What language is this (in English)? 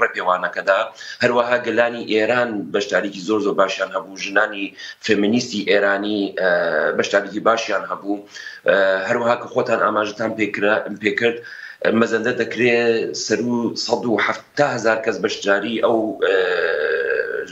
Kurdish